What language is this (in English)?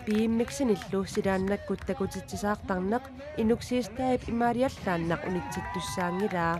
Kalaallisut